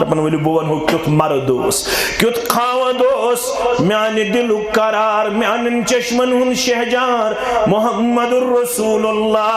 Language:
Kashmiri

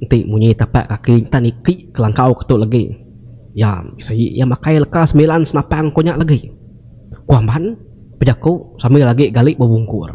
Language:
Iban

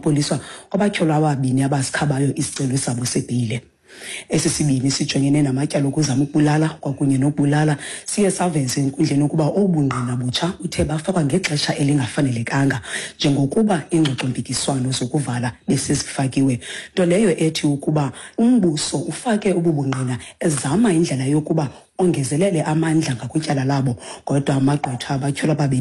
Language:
Xhosa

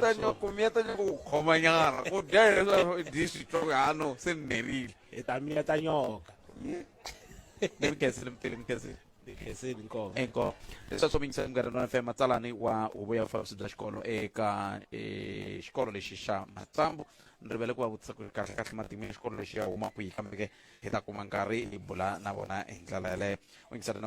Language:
Tsonga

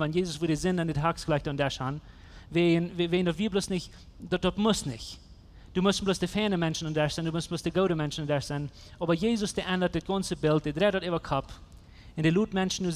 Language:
Plautdietsch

